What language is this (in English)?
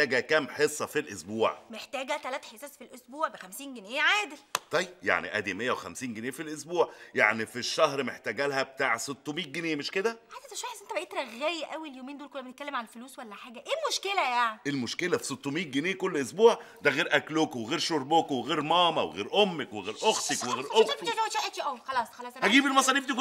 Egyptian Arabic